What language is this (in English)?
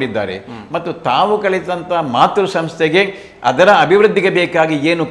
Kannada